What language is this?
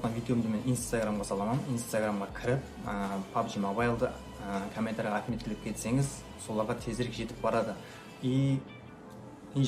Kara-Kalpak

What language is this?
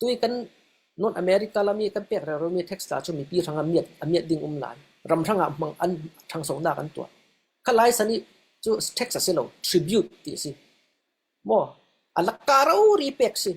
Falam Chin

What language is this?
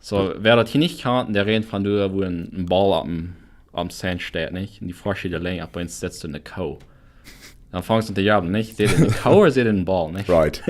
Plautdietsch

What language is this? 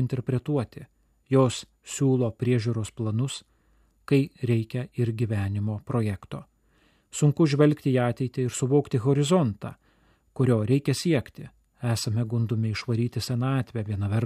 Lithuanian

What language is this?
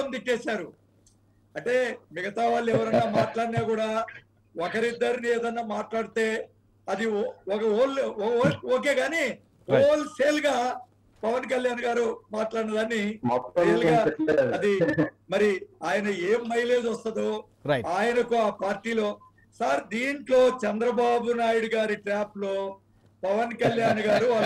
Telugu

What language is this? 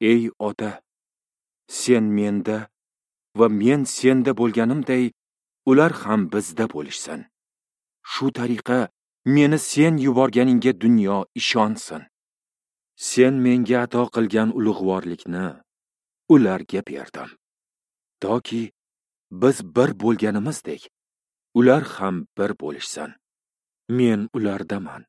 Uzbek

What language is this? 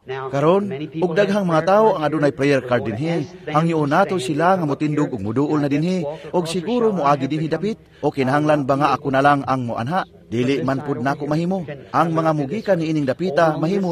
Cebuano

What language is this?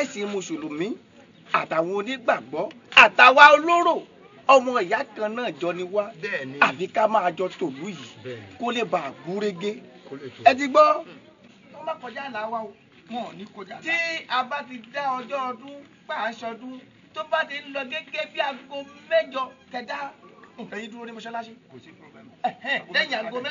Yoruba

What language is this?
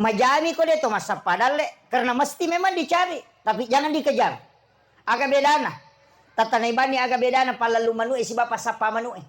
Buginese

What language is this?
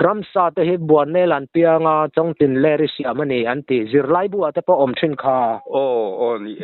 Mizo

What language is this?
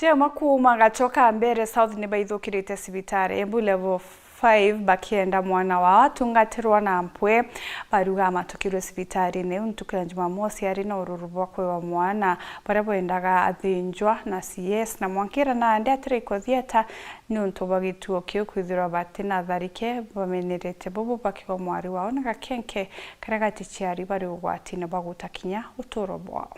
Meru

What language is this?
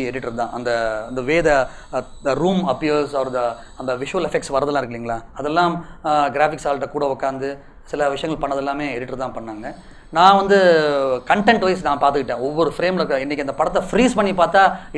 Tamil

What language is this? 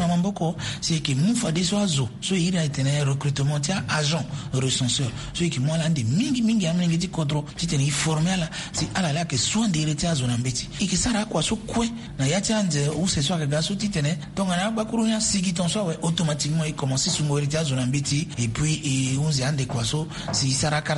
Sango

